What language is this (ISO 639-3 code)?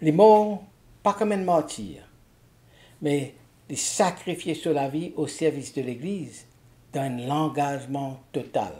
mfe